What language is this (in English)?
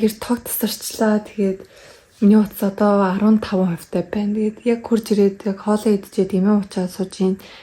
Mongolian